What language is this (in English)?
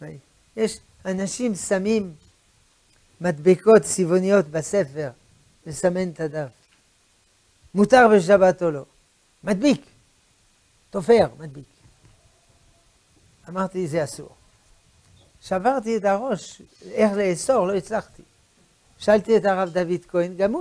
Hebrew